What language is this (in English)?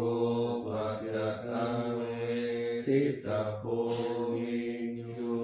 Pali